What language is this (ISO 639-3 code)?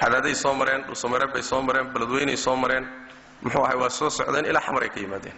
som